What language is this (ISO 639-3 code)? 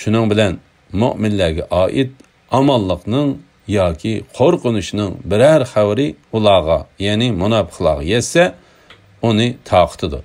uig